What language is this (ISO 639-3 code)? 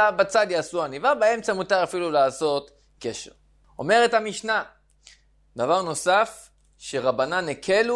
heb